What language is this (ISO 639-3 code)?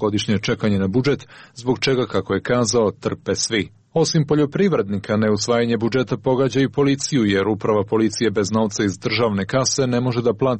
srp